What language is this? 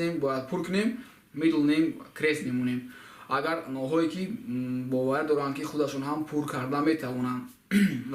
Tajik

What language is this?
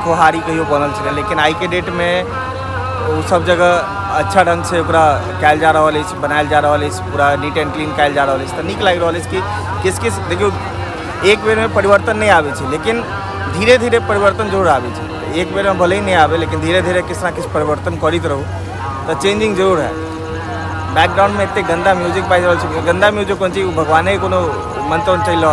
Maithili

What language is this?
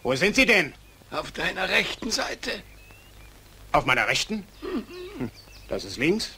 German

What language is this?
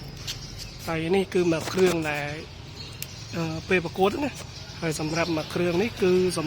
Khmer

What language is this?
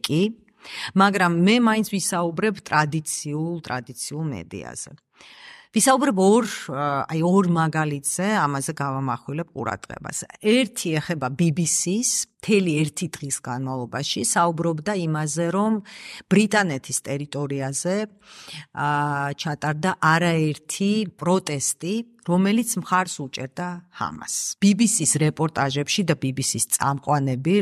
Georgian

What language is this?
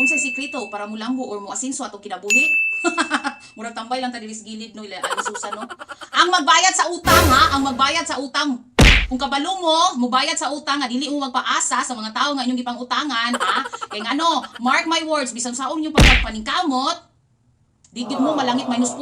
Cebuano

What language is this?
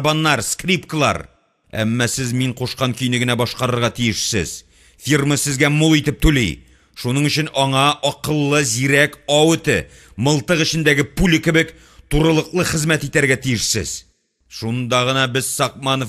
Tatar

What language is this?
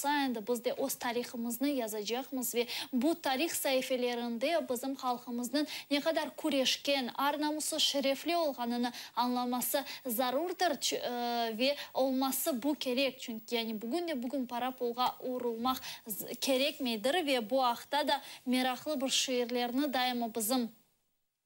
Crimean Tatar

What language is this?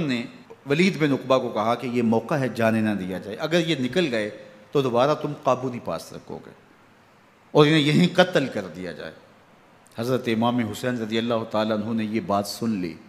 Urdu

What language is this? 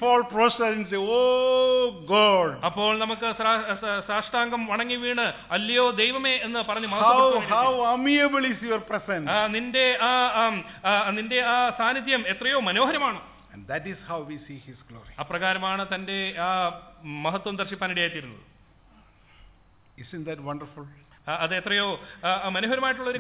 Malayalam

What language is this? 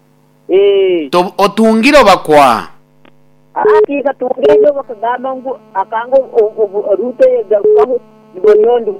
Nyoro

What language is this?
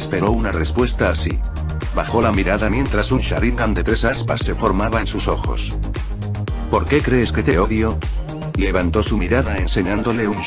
Spanish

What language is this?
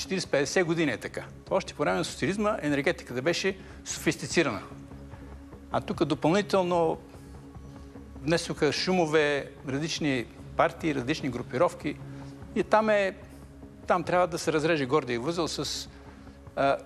Bulgarian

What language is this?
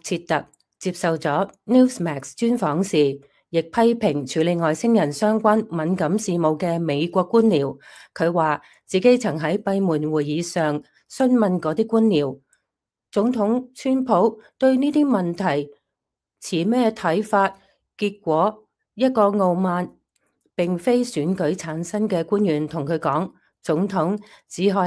Cantonese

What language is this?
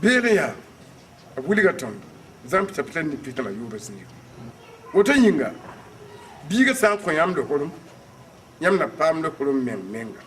Mossi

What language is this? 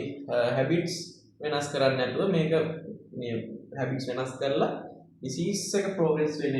Sinhala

